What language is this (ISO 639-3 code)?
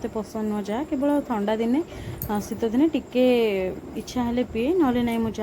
ori